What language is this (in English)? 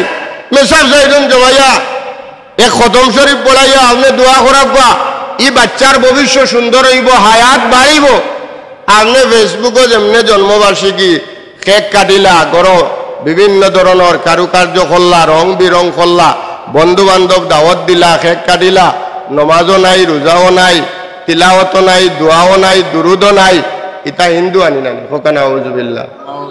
Sylheti